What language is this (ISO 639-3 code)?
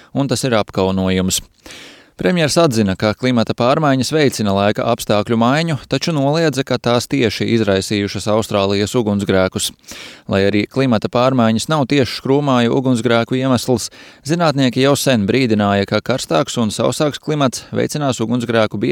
lav